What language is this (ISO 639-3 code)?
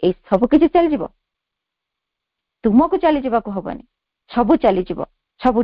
ori